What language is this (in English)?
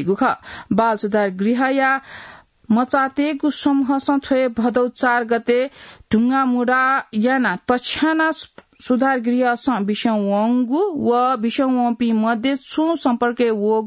Newari